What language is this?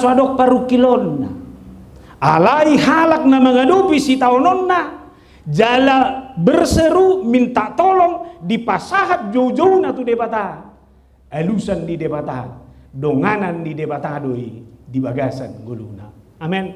Batak Toba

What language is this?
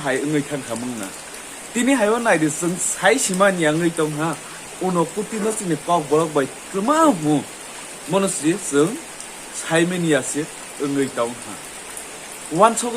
Kok Borok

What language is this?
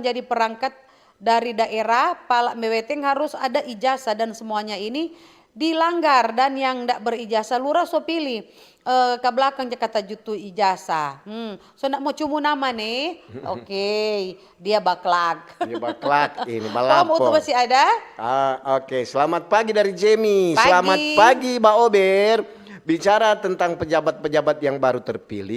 Manado Malay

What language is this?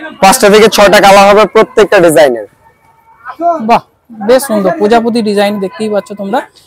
Bangla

